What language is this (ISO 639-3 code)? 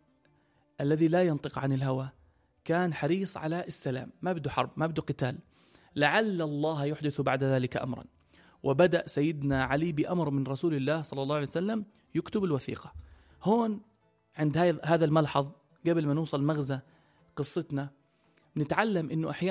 apc